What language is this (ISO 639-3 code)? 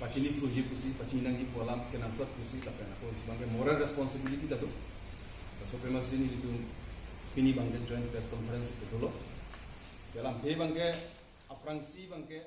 mjw